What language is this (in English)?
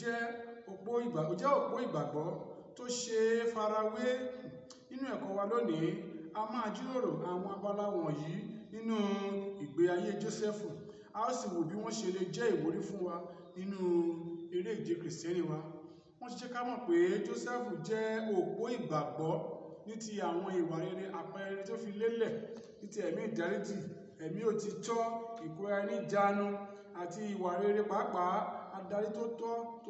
Yoruba